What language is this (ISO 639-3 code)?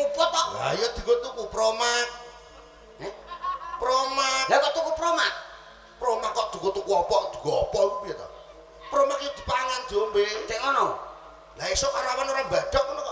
jav